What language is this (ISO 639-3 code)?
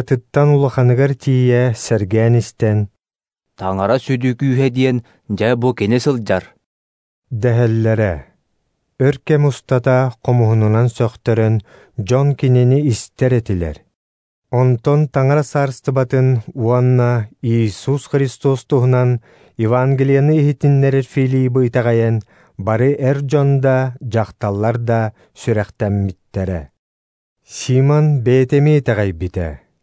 sah